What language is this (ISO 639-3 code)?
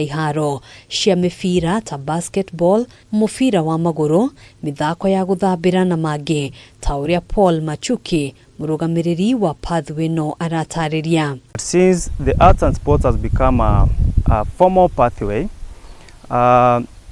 kik